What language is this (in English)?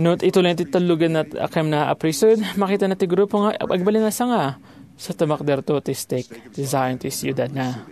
Iloko